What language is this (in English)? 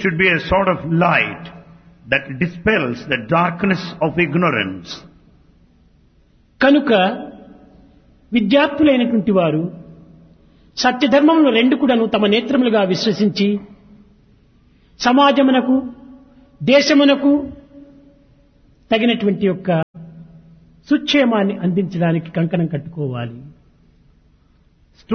Telugu